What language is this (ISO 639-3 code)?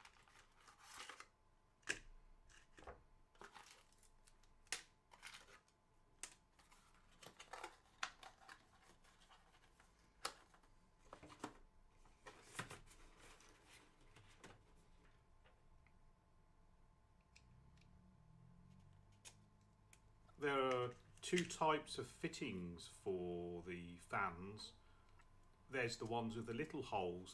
eng